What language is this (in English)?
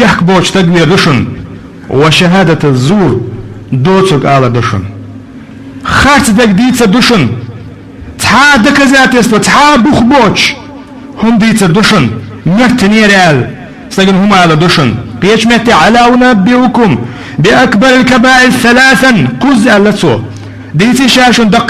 Chechen